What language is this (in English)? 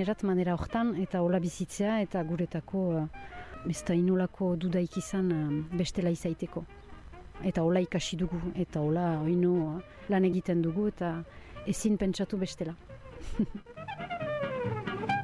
Basque